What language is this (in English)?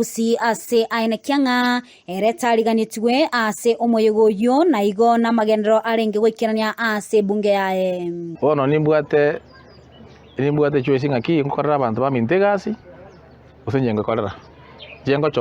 Gusii